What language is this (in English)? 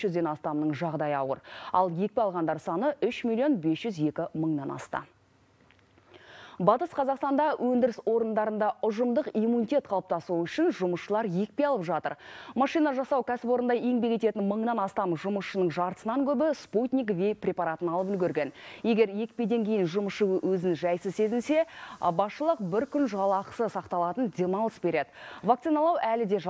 Kazakh